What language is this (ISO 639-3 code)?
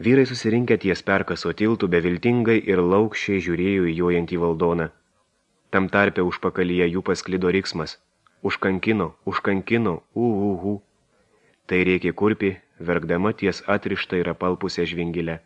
lit